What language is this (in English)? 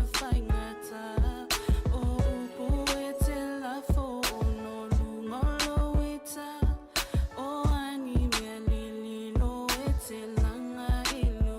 Samoan